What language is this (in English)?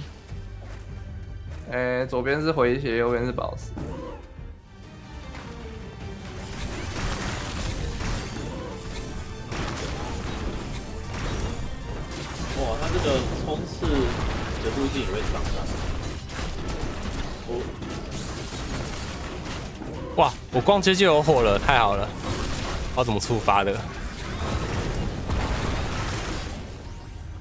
Chinese